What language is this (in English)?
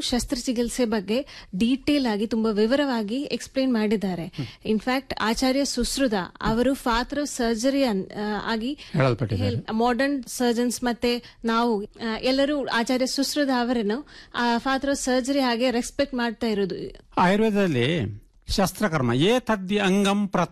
Kannada